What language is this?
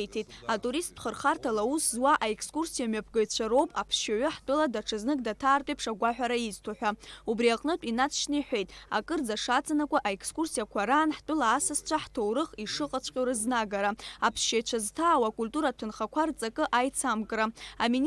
Abkhazian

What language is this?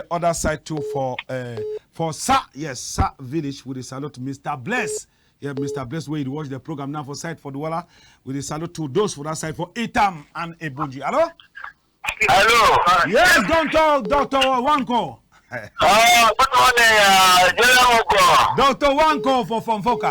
Cameroon Pidgin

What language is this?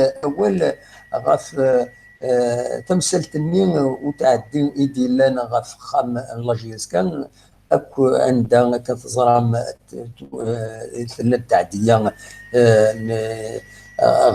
Kabyle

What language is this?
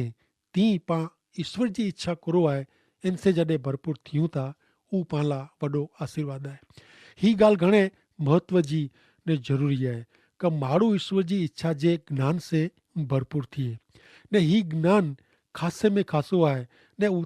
Kachhi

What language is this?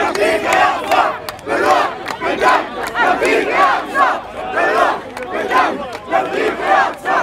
North Levantine Arabic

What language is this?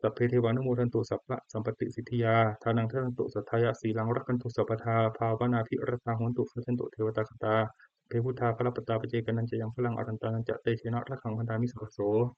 Pali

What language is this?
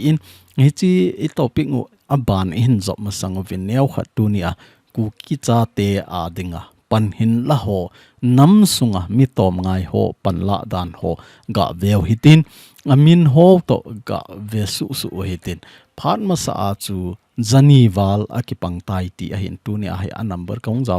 Thado Chin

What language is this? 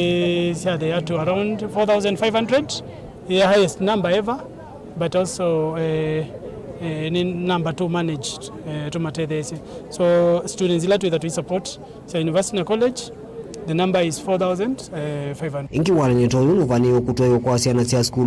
Kamba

